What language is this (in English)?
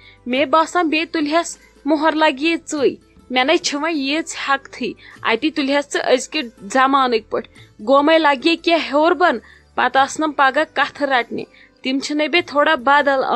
Kashmiri